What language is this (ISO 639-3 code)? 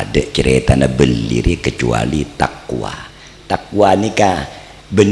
mad